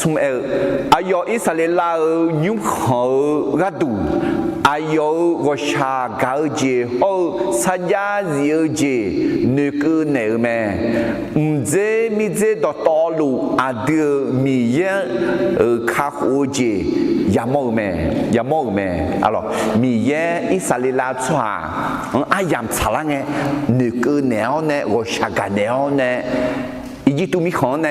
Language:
Akha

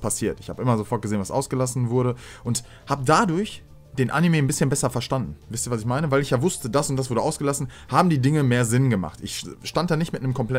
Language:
German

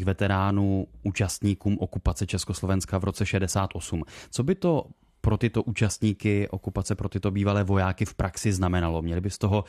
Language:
Czech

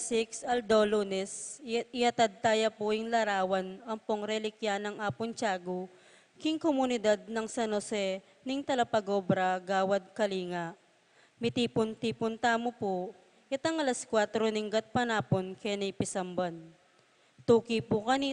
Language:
Pampanga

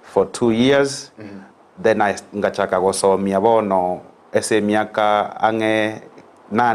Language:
Gusii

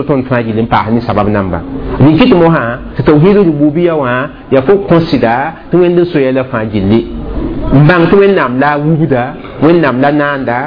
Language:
Mossi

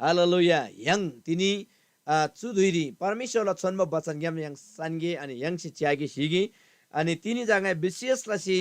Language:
Eastern Tamang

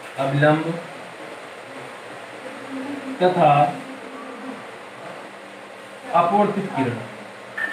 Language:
Hindi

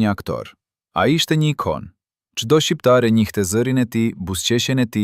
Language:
Albanian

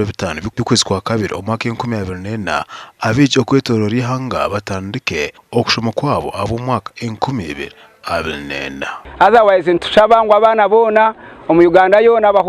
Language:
Nyankole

